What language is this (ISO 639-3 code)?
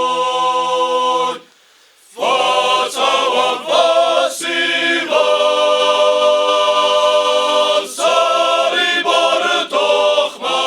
oss